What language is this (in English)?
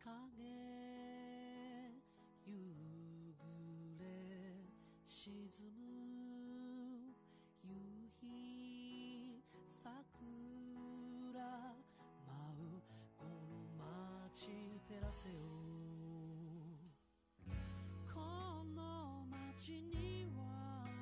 Japanese